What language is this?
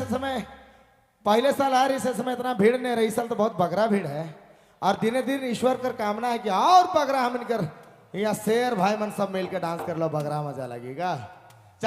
Sadri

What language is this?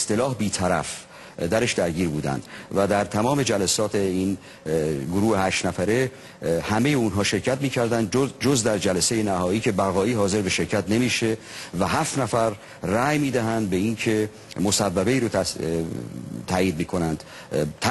Persian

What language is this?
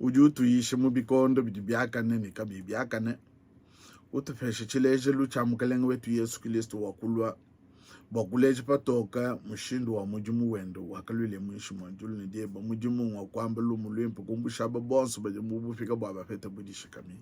Luba-Lulua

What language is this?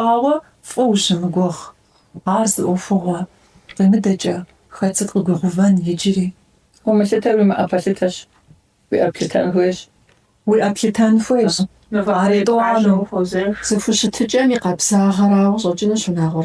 Kabardian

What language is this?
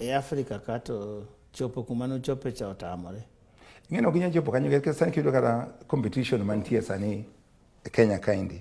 Luo (Kenya and Tanzania)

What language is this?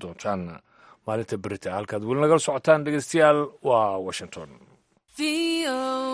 Somali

